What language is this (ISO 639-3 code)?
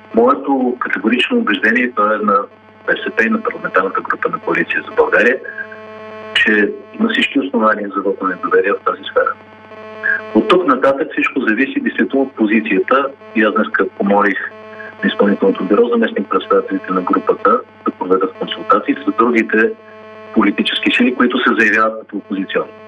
bul